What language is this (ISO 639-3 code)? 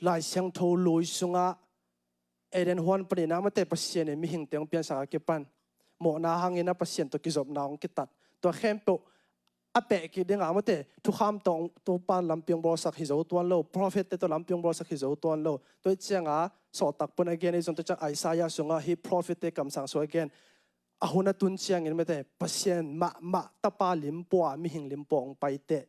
ctd